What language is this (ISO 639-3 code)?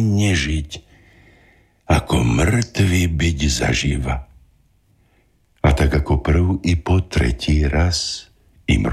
slk